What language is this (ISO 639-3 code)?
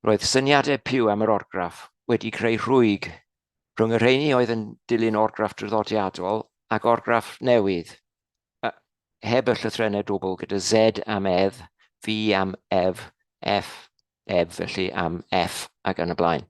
cym